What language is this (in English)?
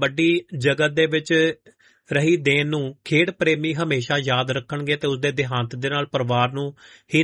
Punjabi